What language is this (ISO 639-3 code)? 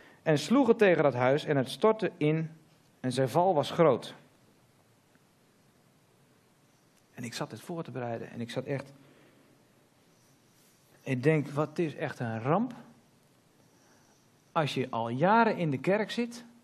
nld